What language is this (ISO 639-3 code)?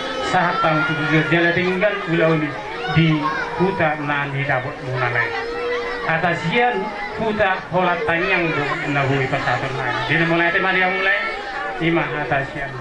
bbc